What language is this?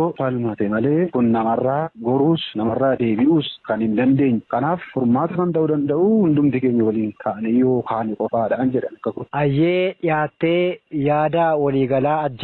Oromo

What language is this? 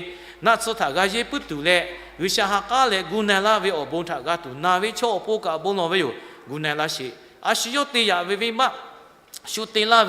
Lahu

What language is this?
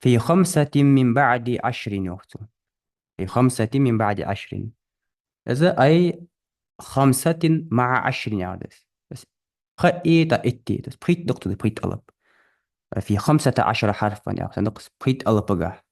Ingush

